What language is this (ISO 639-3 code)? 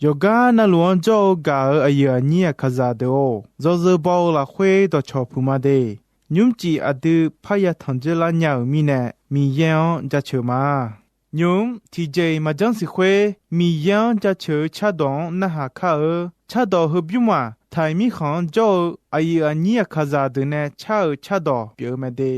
ahk